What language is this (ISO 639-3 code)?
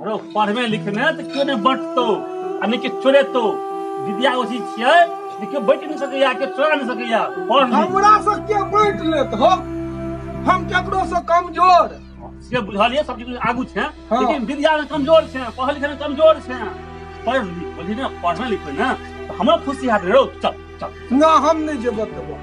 mai